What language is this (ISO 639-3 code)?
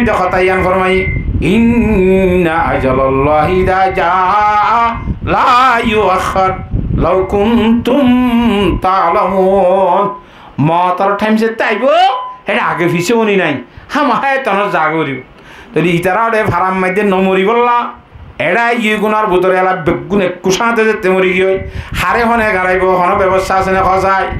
rhg